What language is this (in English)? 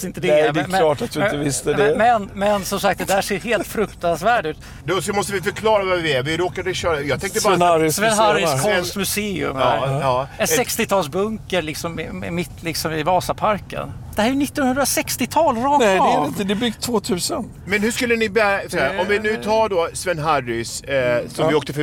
Swedish